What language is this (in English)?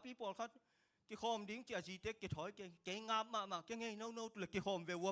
Tedim Chin